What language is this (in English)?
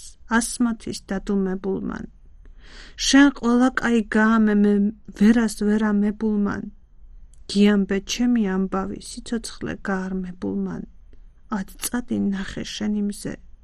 Georgian